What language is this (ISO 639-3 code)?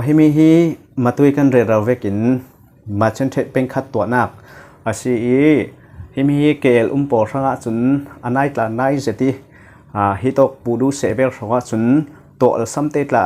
cfm